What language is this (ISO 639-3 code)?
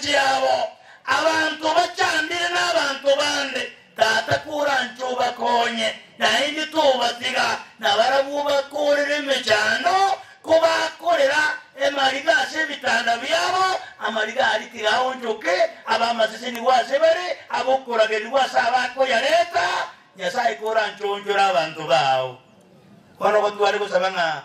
guz